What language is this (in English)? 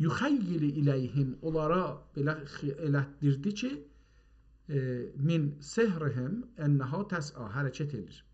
South Azerbaijani